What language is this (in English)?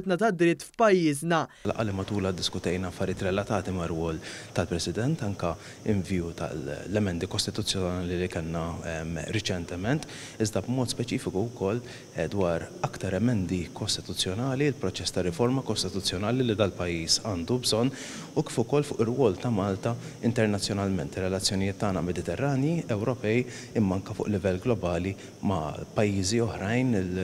Maltese